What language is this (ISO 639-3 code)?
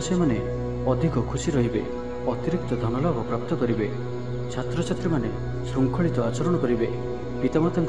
ori